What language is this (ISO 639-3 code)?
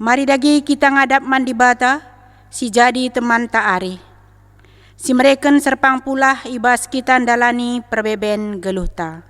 btx